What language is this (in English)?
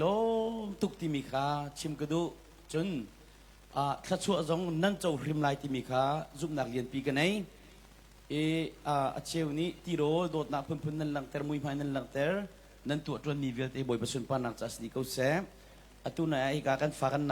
Hakha Chin